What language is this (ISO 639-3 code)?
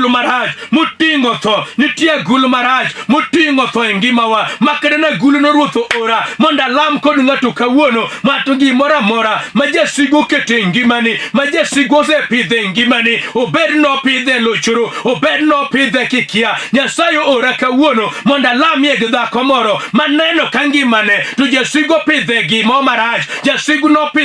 luo